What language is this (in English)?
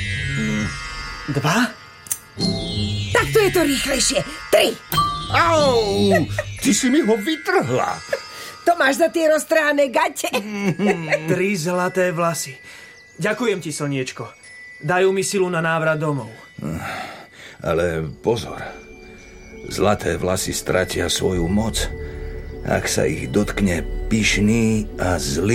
Slovak